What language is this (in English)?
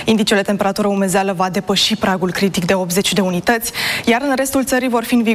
Romanian